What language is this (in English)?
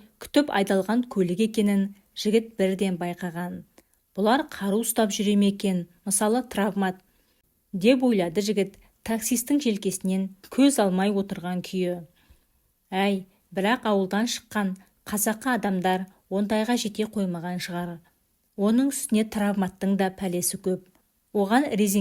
Kazakh